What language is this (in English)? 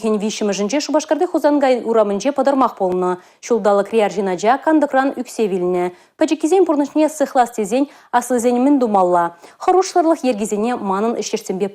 Chuvash